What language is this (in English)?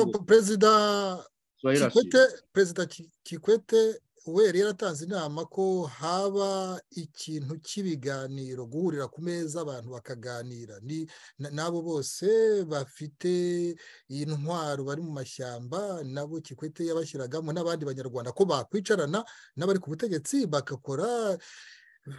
Kinyarwanda